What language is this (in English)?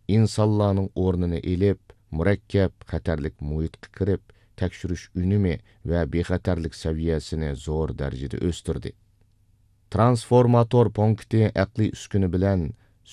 Uyghur